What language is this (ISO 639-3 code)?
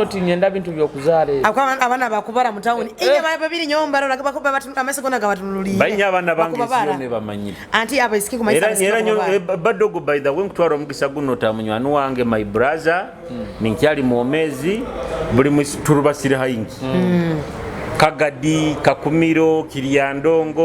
nyo